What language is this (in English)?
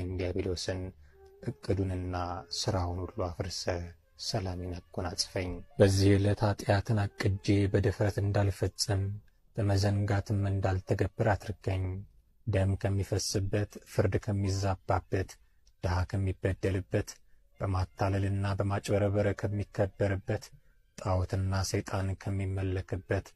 Amharic